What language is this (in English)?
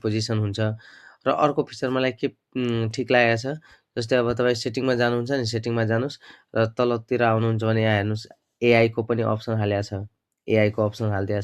Nepali